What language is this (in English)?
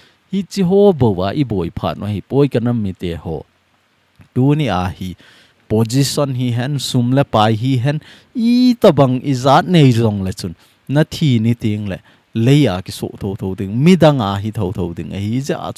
Thado Chin